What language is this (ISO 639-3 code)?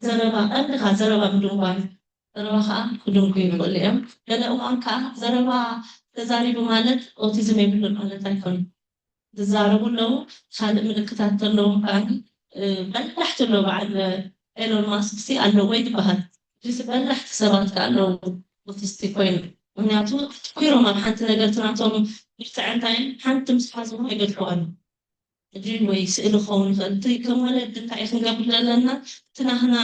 tir